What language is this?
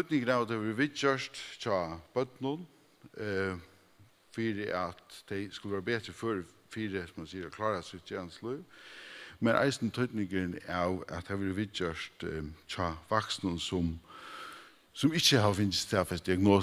Faroese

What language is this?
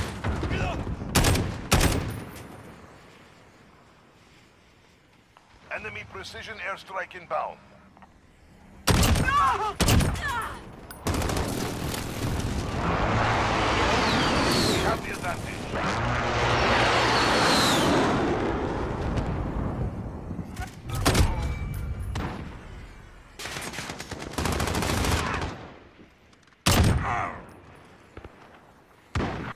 English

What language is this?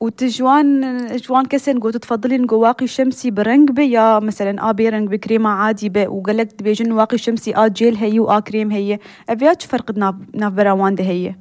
North Levantine Arabic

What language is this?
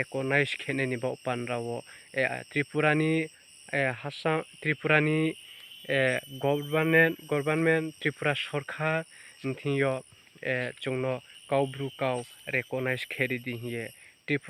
Riang (India)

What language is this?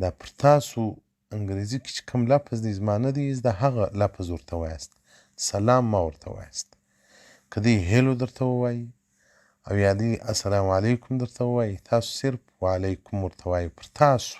Pashto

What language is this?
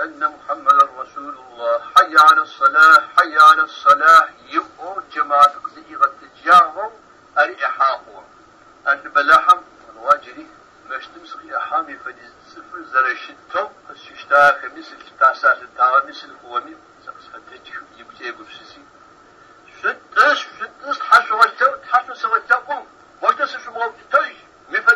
Adyghe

